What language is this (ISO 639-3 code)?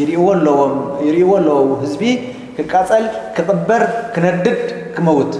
tir